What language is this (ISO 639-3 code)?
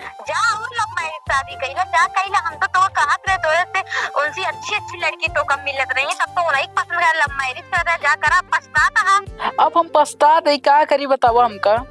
awa